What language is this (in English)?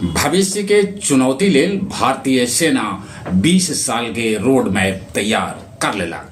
Magahi